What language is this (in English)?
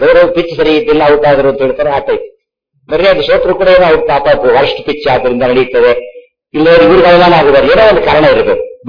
Kannada